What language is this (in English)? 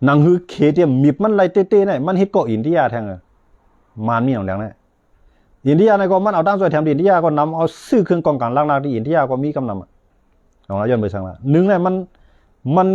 Shan